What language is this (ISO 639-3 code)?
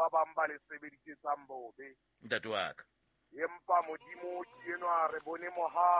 sot